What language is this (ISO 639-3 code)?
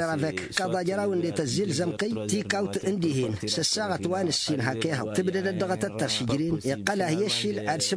taq